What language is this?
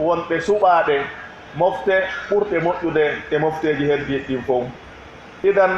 Pular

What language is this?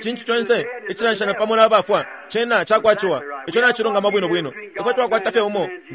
Bemba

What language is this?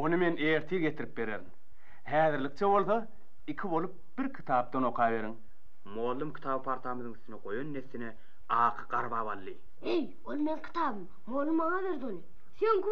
Turkmen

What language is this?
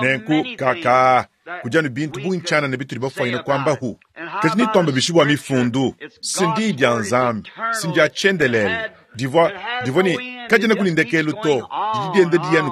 Luba-Lulua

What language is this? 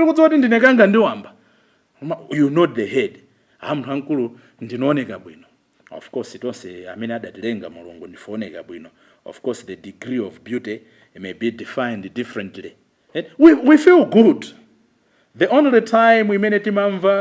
Nyanja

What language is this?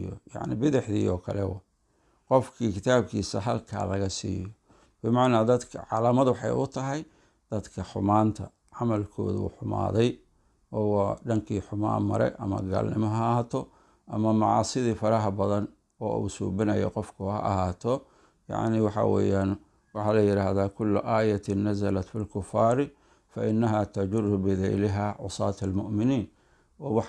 Somali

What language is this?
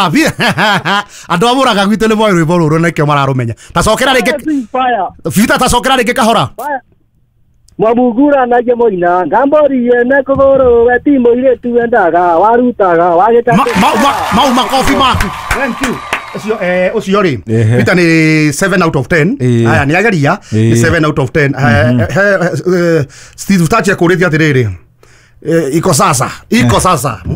Kikuyu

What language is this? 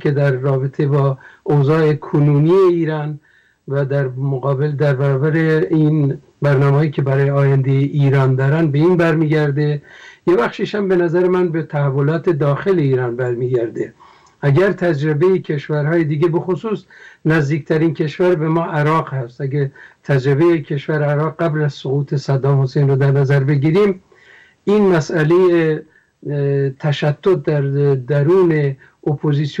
Persian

